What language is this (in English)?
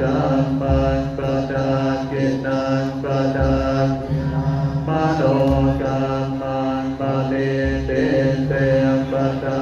Pali